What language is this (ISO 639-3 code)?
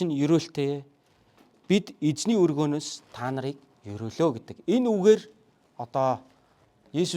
mon